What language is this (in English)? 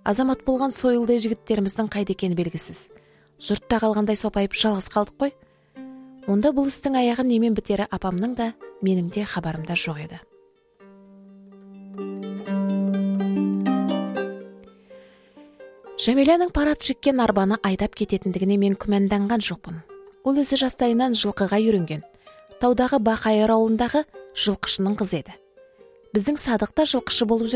Kazakh